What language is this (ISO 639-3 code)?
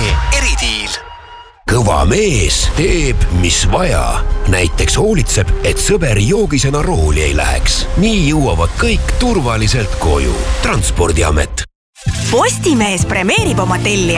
est